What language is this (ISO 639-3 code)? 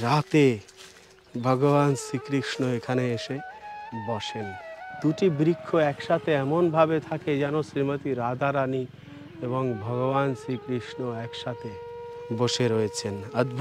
ben